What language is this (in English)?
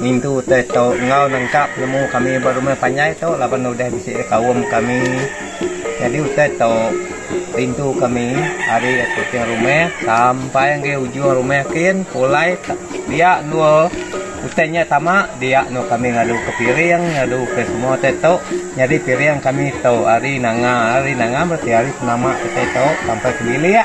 Iban